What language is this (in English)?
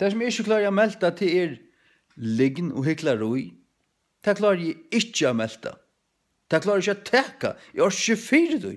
Faroese